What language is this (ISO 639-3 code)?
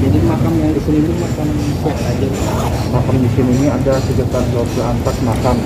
bjn